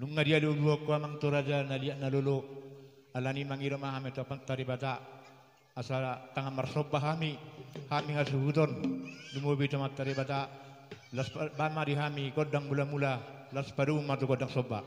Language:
Batak Toba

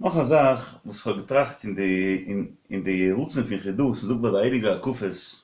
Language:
Yiddish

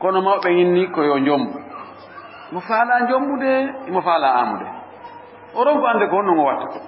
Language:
Fula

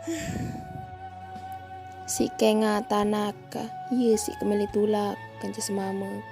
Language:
Sasak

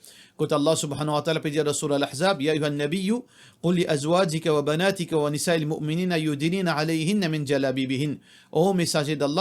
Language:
Morisyen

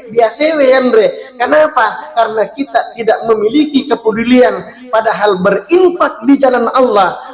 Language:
Buginese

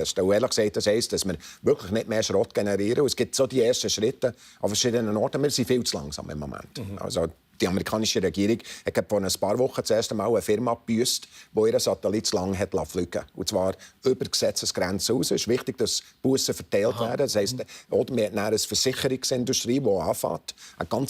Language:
Swiss German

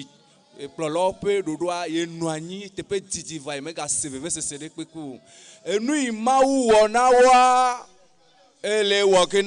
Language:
Ewe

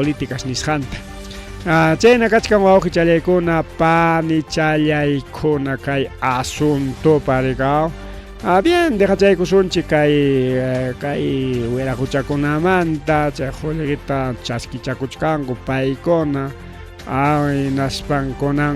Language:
Ayacucho Quechua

